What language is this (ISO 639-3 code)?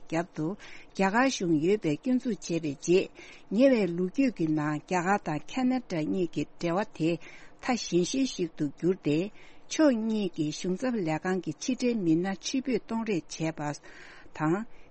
bod